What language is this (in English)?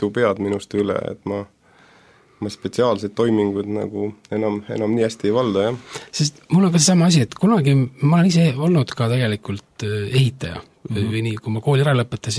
Estonian